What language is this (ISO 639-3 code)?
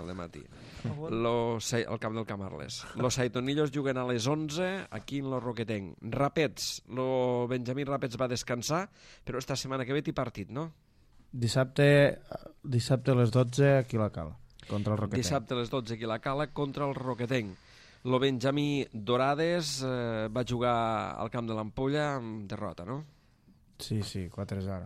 cat